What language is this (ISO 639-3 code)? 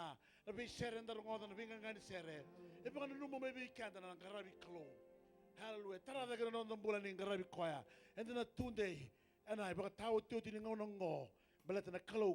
fij